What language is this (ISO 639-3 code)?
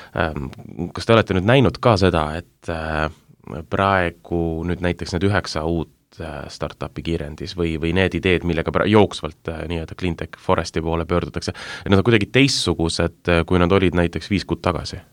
est